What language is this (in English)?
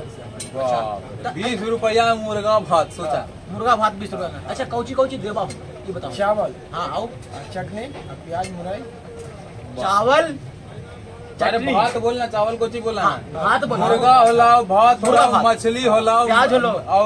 Magahi